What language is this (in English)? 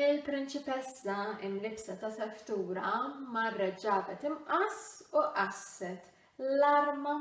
Maltese